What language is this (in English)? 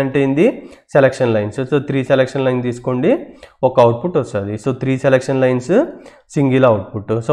Telugu